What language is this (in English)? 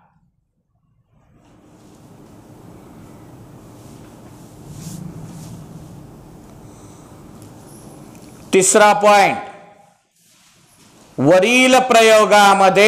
Marathi